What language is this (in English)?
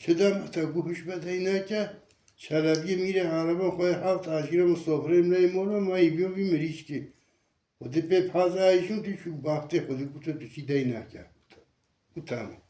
Kurdish